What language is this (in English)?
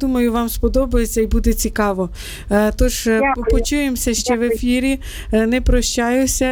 Ukrainian